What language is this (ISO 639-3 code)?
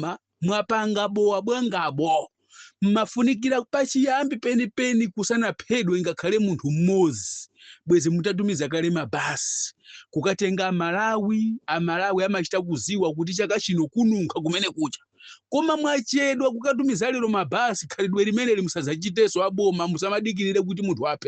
nya